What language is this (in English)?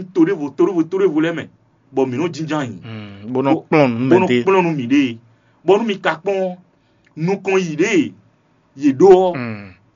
Fon